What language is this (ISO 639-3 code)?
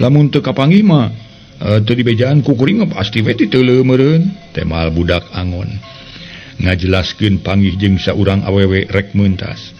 sun